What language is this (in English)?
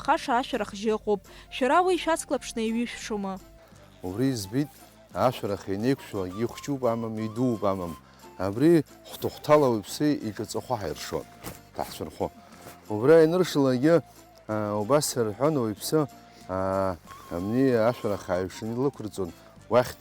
Abkhazian